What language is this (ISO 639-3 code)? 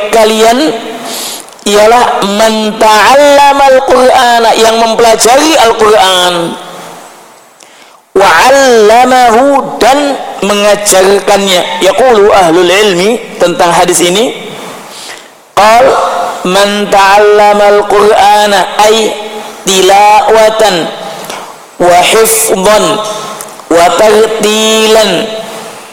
ind